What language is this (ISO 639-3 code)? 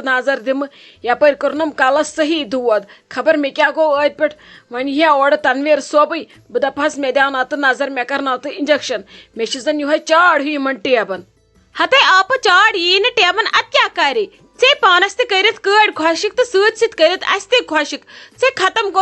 kas